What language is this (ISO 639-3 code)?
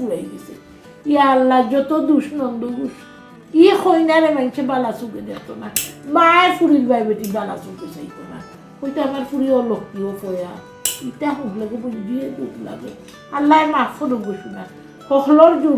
syl